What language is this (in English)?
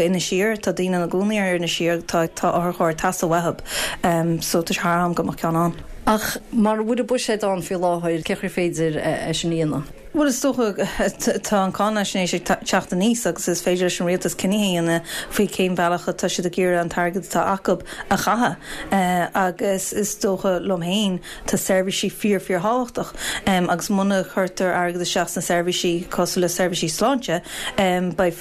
Irish